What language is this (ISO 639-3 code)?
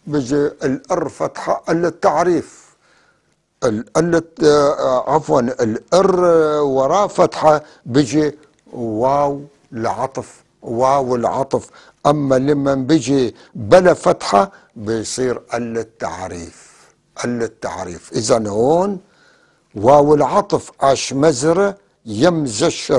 apc